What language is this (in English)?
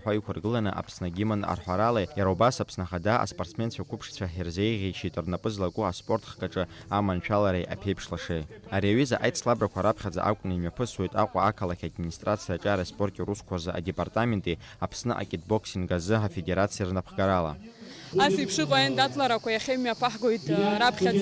Abkhazian